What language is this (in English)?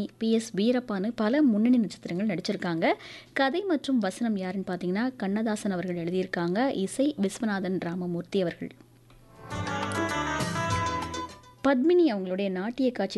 Tamil